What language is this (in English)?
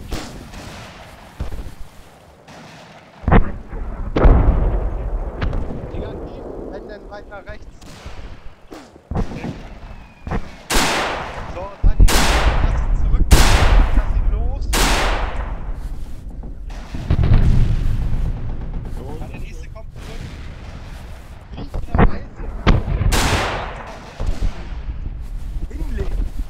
German